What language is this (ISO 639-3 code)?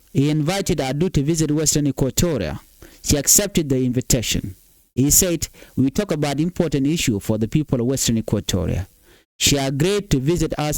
nus